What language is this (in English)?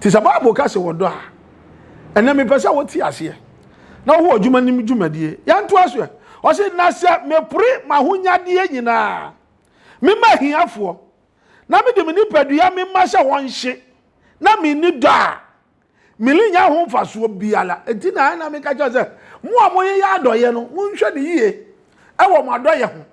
Akan